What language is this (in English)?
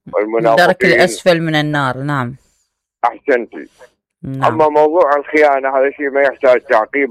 Mesopotamian Arabic